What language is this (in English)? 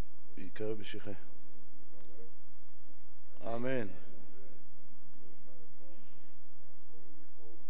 Hebrew